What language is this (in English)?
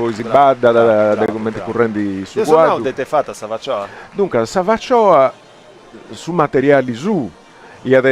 Sardinian